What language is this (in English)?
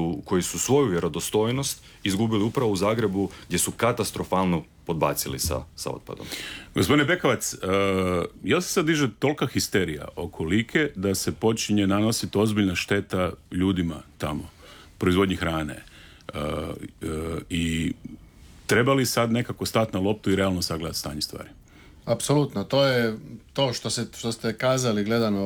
Croatian